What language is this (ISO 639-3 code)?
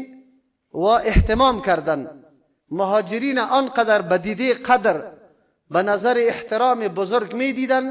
fas